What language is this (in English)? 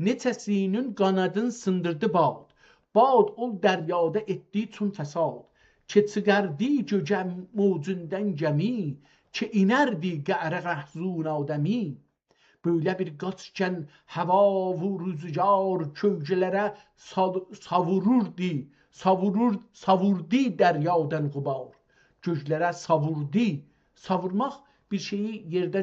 South Azerbaijani